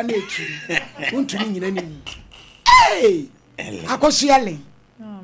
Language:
Akan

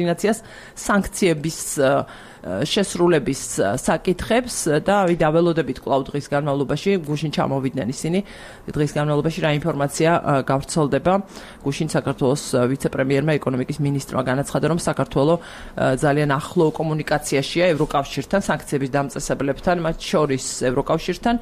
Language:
Georgian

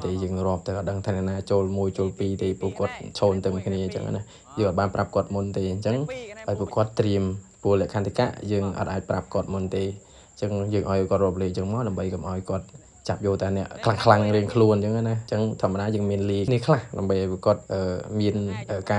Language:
Khmer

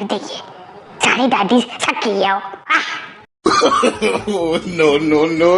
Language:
Dogri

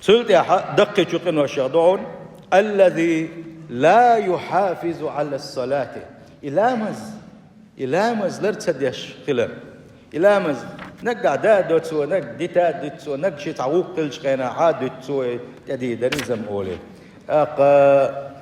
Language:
Chechen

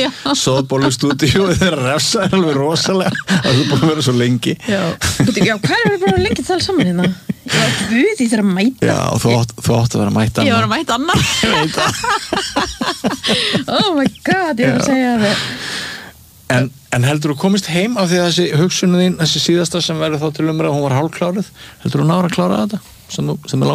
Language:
Icelandic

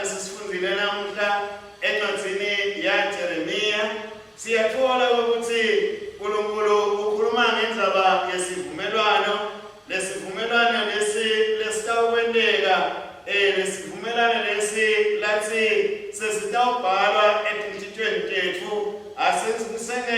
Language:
Swati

